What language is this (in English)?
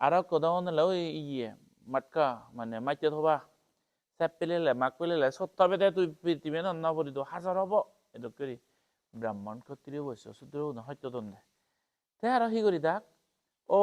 Chakma